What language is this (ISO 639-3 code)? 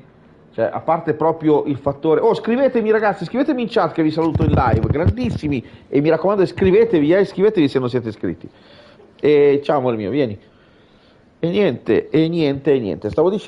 ita